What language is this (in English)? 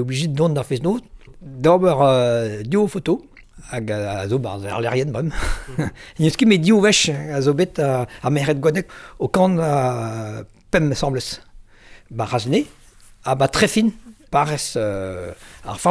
Breton